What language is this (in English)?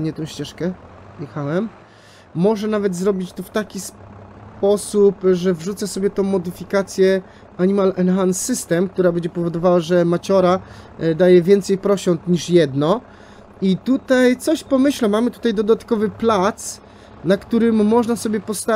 Polish